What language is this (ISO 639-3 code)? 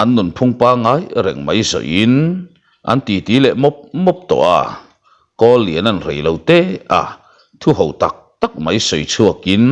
lus